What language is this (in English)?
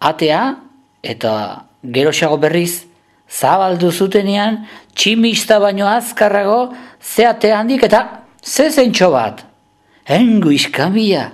Basque